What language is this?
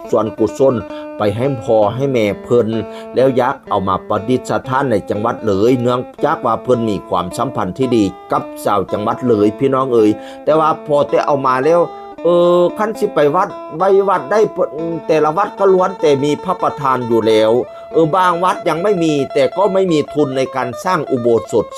Northeastern Thai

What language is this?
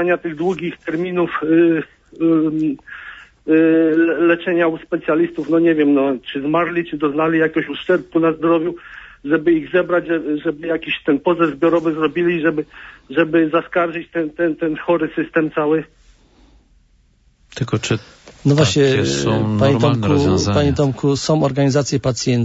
Polish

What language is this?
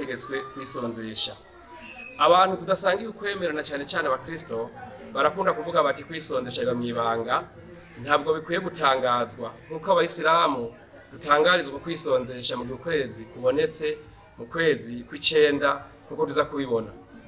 Rundi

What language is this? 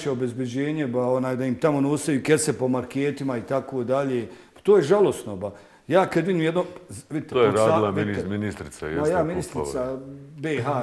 Bosnian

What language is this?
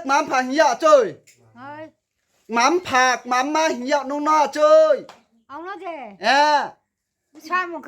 Riang (India)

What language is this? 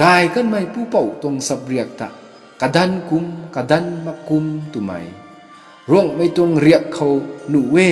Rongmei Naga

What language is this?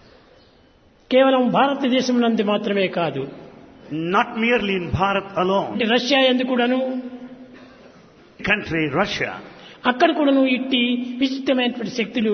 Telugu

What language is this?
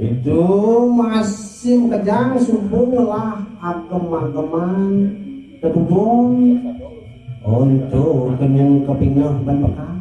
Balinese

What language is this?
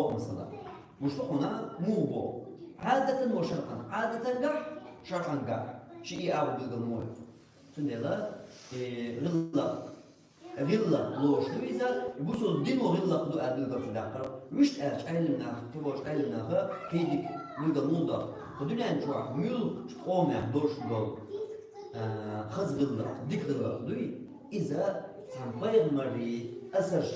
Chechen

